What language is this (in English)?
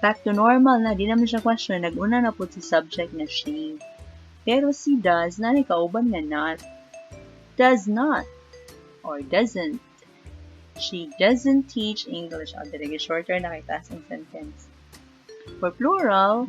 Cebuano